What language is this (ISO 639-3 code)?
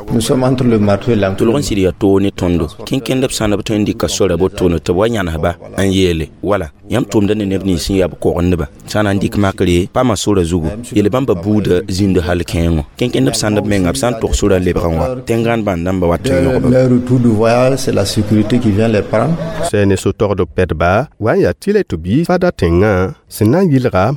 mos